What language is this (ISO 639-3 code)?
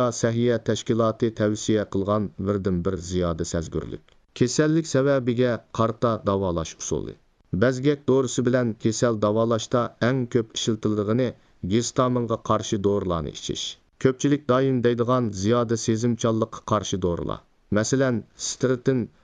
uig